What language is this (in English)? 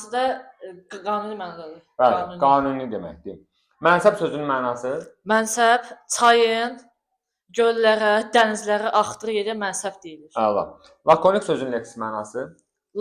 Azerbaijani